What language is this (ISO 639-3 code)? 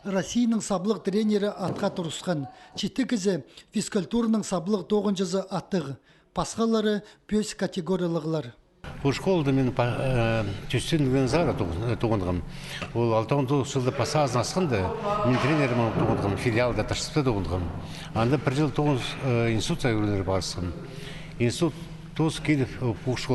kjh